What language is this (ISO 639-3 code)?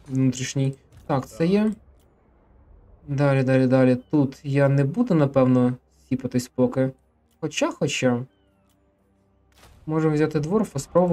ukr